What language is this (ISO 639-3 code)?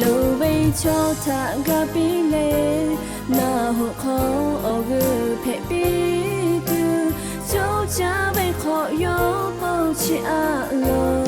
lhu